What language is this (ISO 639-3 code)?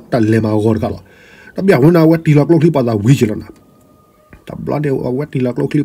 ksw